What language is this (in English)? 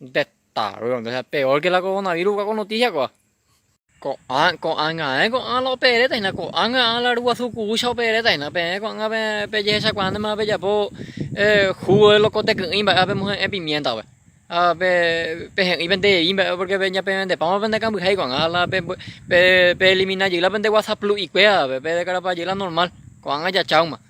Guarani